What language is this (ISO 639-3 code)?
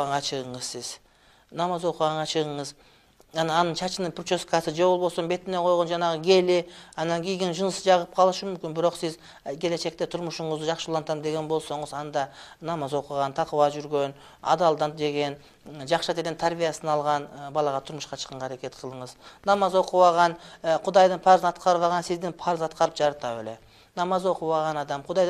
kir